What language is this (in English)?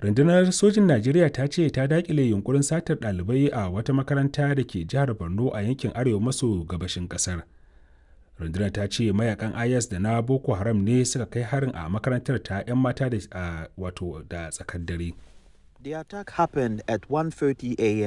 Hausa